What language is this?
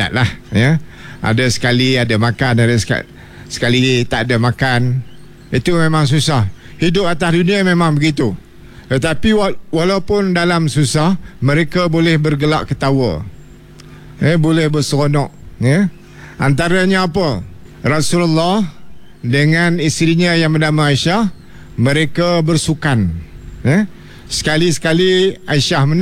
Malay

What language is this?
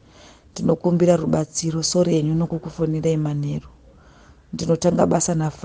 Shona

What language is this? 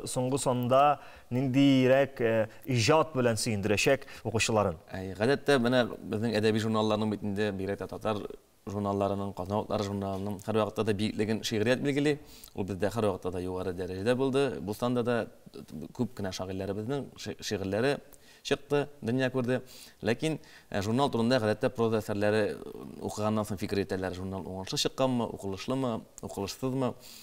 Tatar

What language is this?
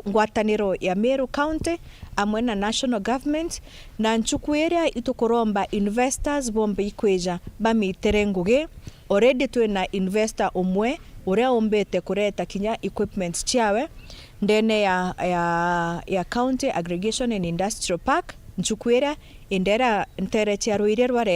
Meru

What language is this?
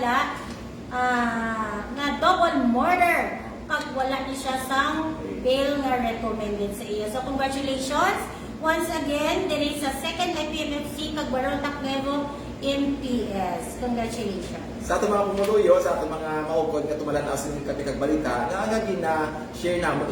Hiligaynon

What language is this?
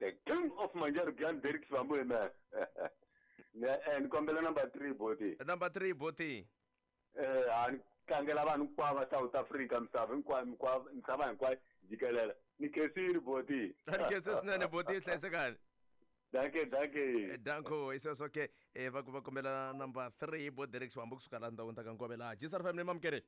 Tsonga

